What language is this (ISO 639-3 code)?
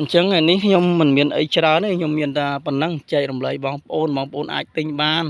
khm